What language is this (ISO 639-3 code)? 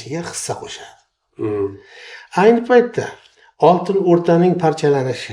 uzb